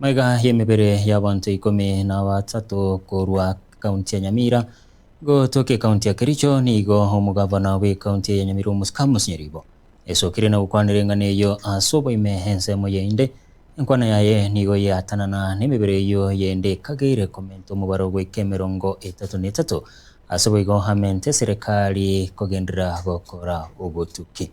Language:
Gusii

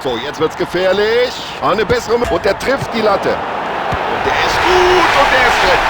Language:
Bavarian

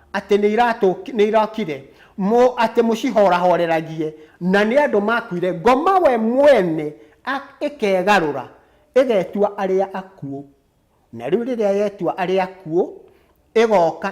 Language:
Kikuyu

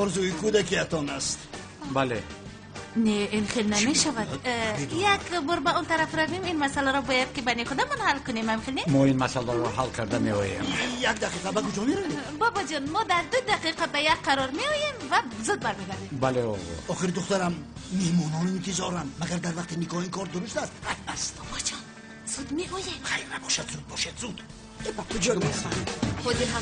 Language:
Tajik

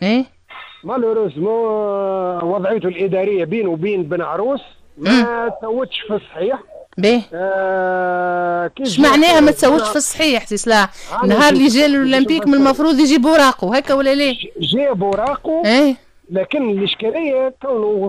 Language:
Tunisian Arabic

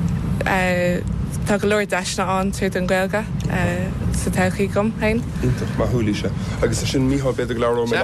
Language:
Irish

